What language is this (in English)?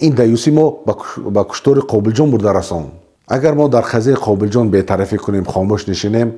Tajik